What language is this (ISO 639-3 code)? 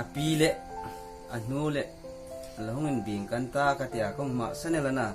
hmr